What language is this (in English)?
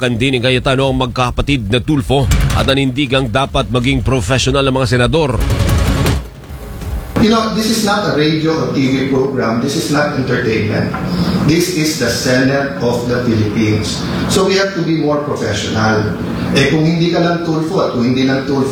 Filipino